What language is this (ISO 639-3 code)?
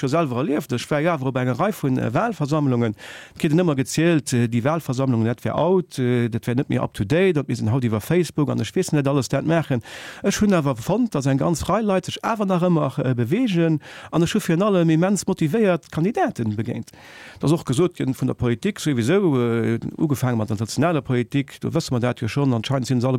ltz